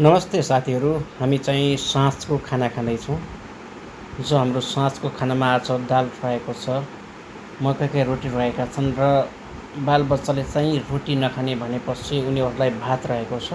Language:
Nepali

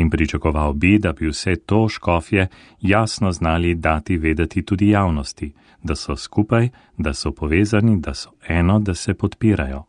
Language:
Slovenian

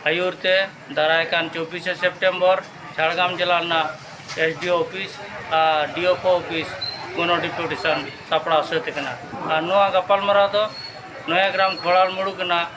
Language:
Santali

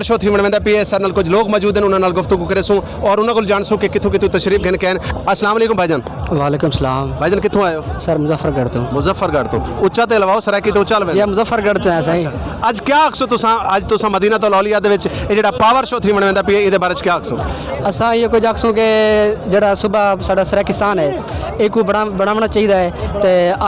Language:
Saraiki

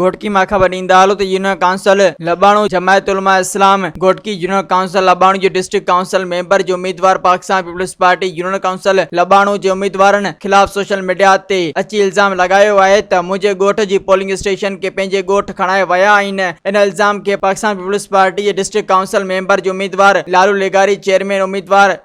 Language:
Sindhi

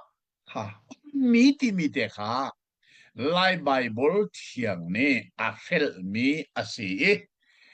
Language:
Hakha Chin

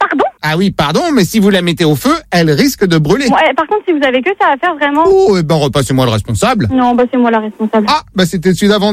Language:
French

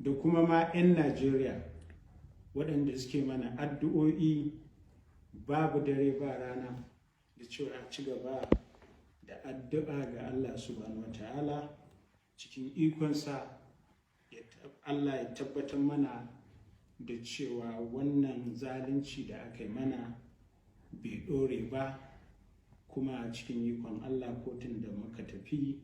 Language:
Hausa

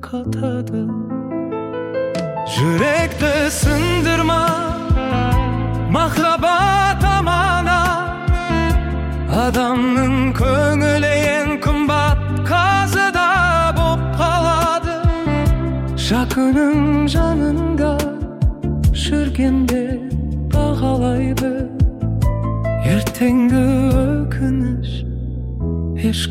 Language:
Kazakh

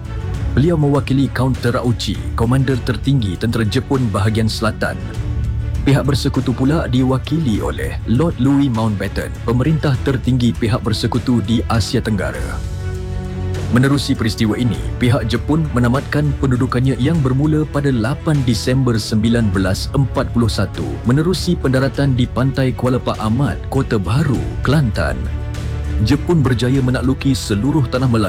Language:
Malay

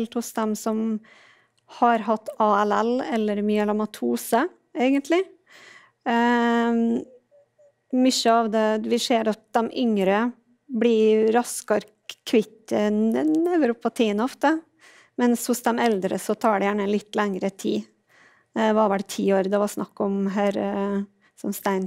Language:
Norwegian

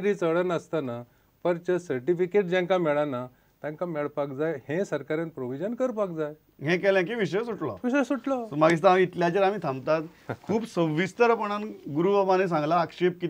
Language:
Konkani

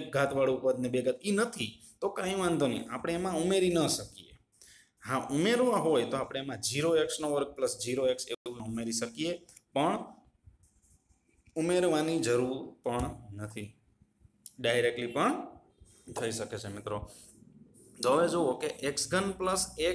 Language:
Gujarati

